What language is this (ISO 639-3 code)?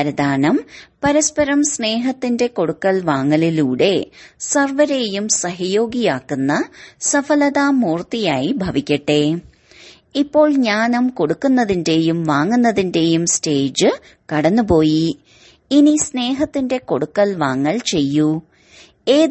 mal